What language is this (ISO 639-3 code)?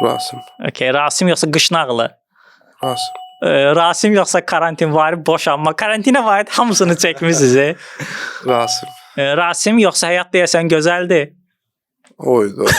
aze